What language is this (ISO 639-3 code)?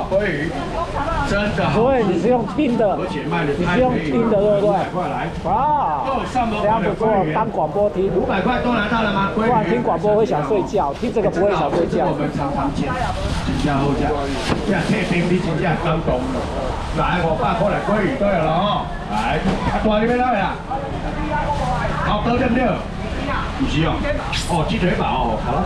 zho